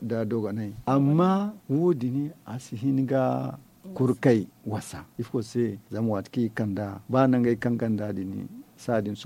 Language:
Zarma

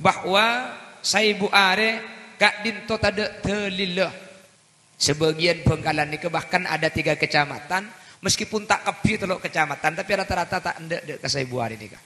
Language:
Madurese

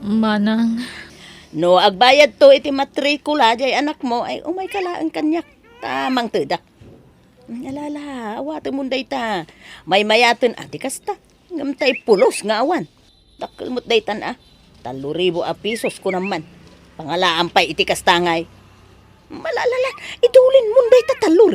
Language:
Iloko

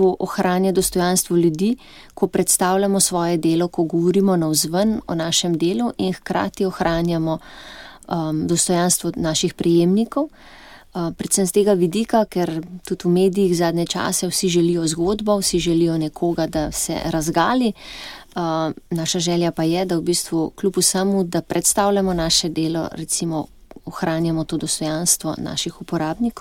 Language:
Slovenian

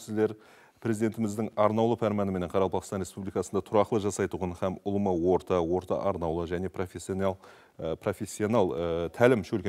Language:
Kara-Kalpak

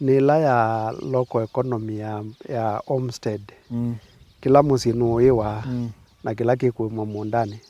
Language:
Kamba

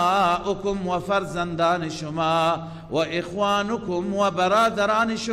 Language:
Persian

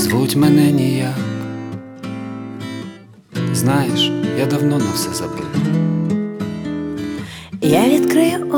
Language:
Ukrainian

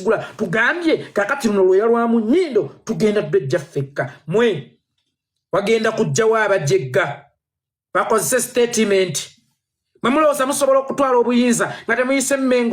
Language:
Ganda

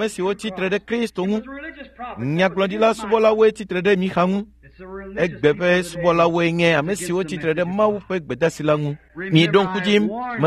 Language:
Ewe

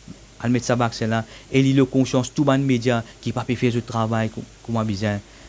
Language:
Morisyen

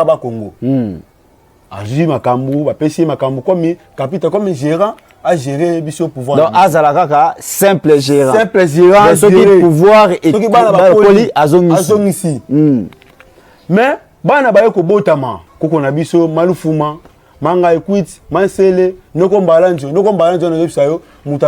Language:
Lingala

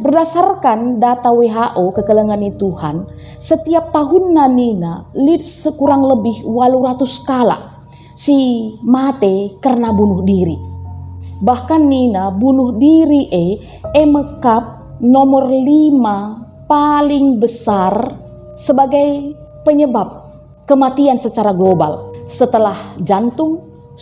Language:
Batak Karo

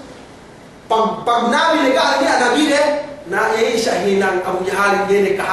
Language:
Yakan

